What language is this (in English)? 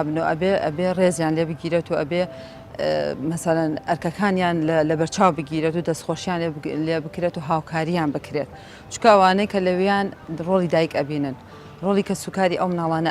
Central Kurdish